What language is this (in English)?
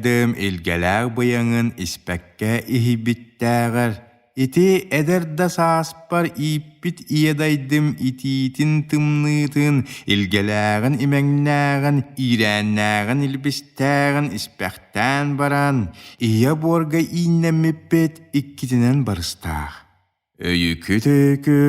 Yakut